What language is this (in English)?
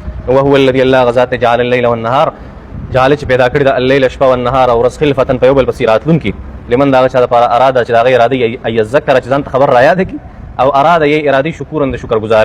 Pashto